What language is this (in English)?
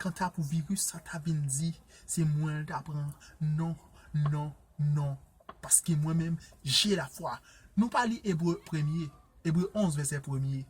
Haitian Creole